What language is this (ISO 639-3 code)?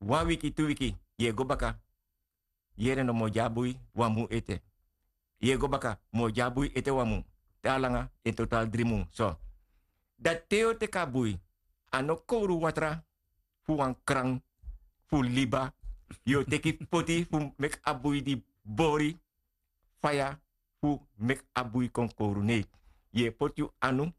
srn